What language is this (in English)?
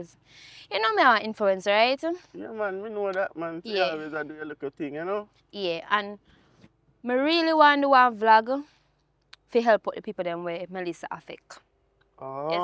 Jamaican Creole English